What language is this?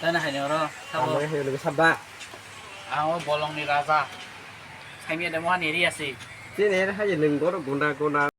Kok Borok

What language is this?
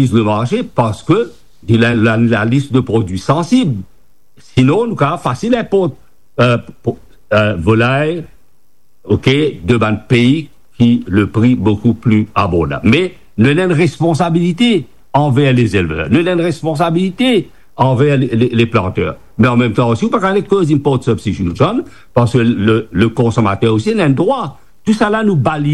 Morisyen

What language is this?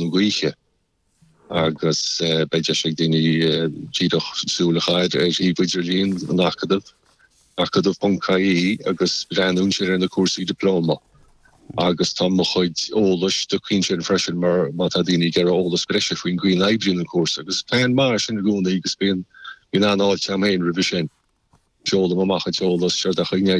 Irish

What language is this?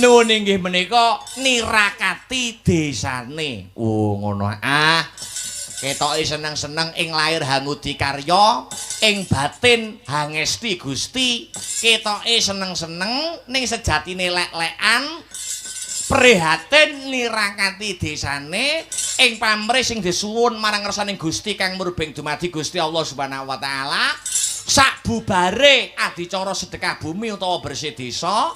Javanese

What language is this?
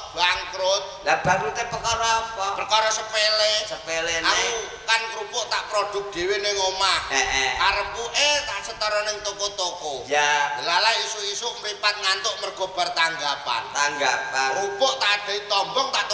Javanese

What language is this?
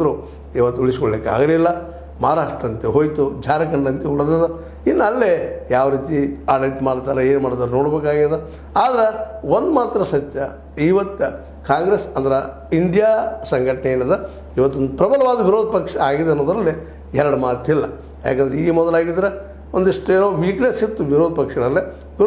Kannada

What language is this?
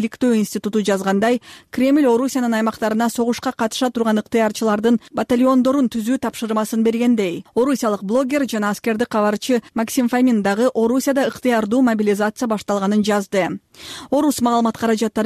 Kyrgyz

